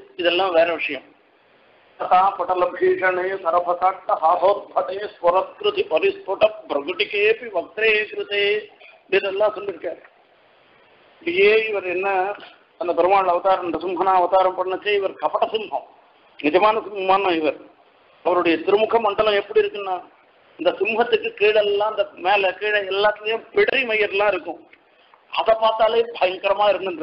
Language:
Tamil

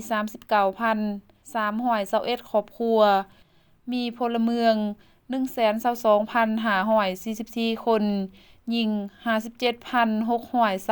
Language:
Lao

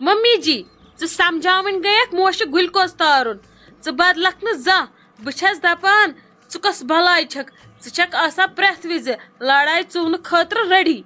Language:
Kashmiri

